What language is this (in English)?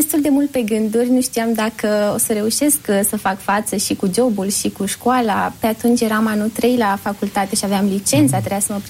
Romanian